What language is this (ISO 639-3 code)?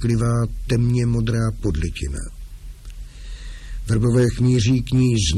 ces